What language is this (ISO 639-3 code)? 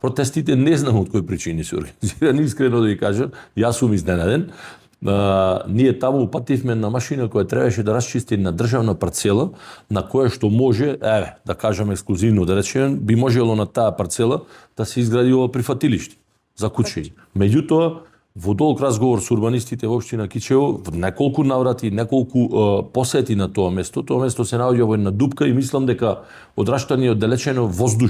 mkd